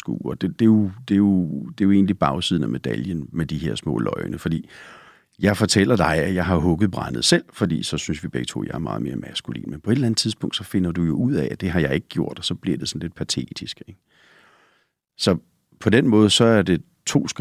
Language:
Danish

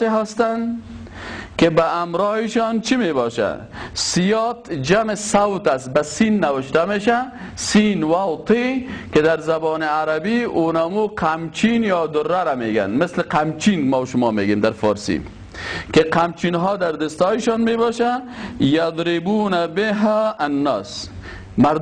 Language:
Persian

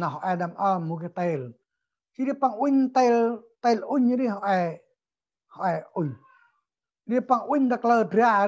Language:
Central Mnong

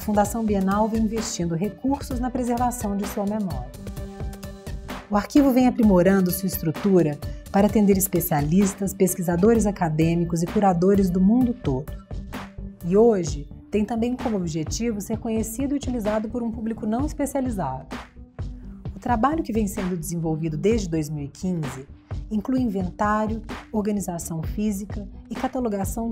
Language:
Portuguese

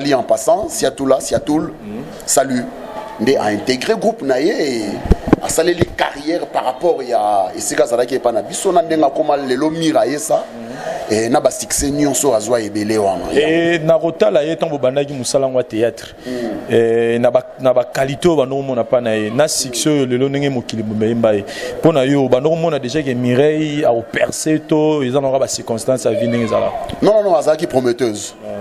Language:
Lingala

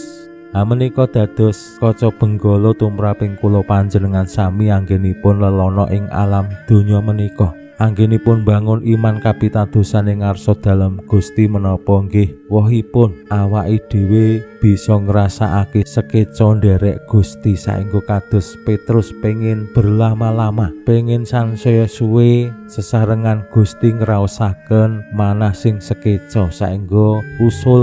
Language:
Javanese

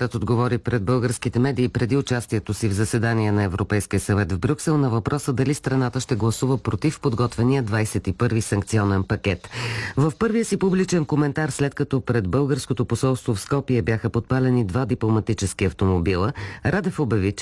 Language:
Bulgarian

